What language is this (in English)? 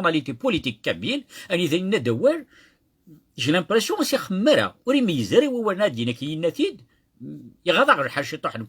Kabyle